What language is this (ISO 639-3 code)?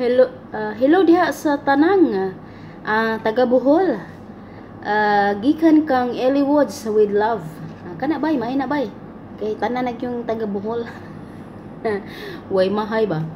ceb